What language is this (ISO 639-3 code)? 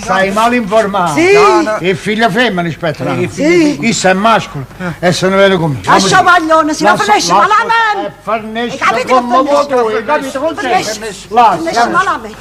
nap